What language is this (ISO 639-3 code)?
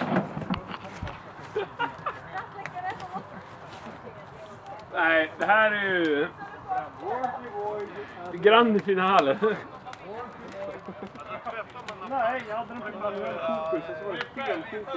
swe